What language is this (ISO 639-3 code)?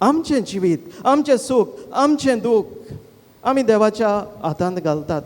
kok